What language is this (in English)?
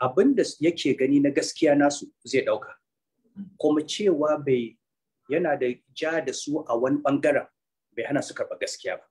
Hausa